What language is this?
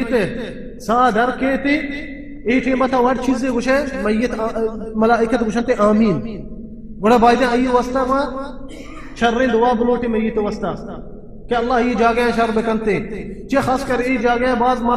Baluchi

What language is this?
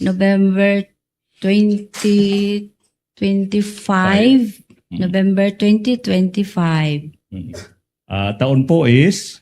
Waray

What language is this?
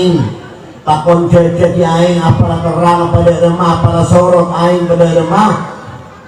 Madurese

